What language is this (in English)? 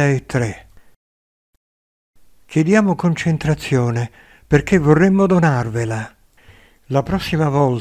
Italian